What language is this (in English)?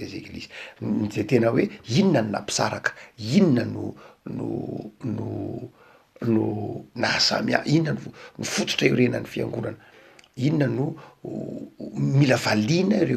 Malagasy